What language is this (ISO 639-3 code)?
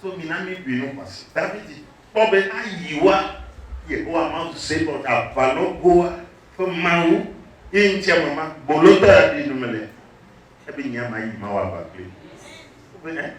ewe